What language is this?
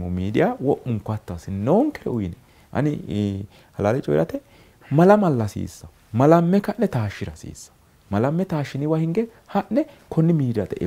Sidamo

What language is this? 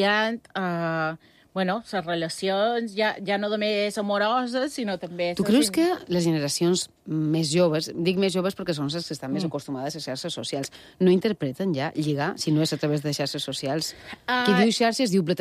Catalan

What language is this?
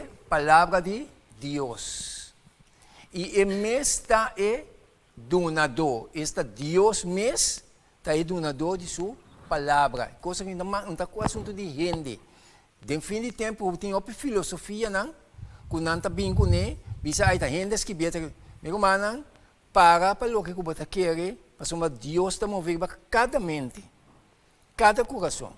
Papiamento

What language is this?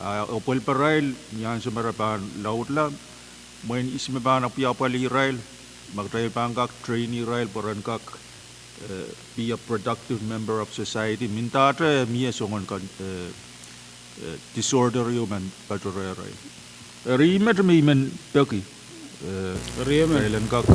Pohnpeian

